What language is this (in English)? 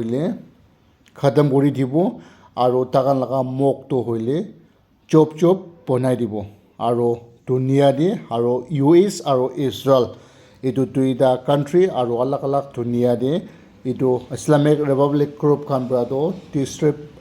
Naga Pidgin